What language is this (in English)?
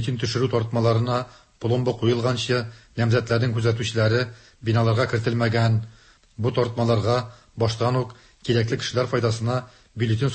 Tatar